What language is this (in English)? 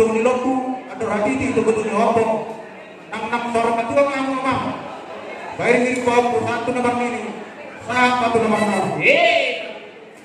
Batak Toba